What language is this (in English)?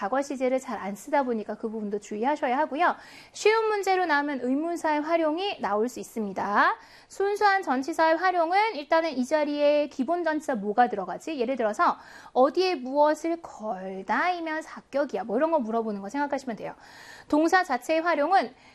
Korean